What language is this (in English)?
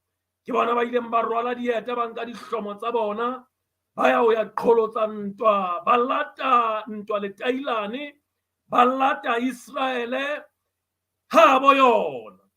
Southern Sotho